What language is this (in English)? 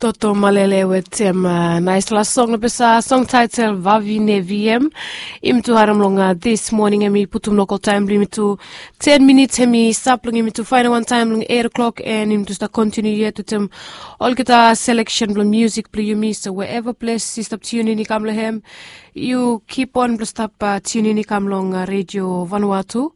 Bislama